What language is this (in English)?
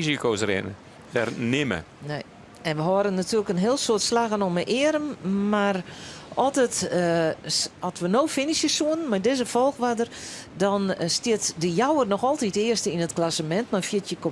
Western Frisian